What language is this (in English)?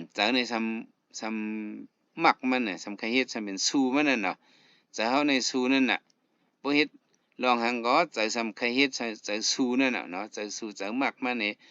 Shan